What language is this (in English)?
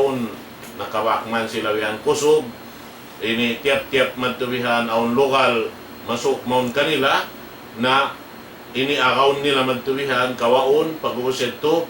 Tausug